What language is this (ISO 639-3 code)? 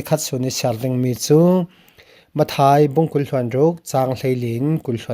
cfm